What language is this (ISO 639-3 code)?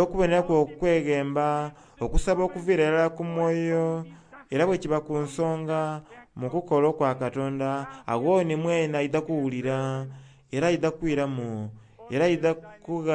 xog